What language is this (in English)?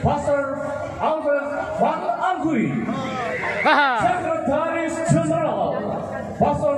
Toraja-Sa'dan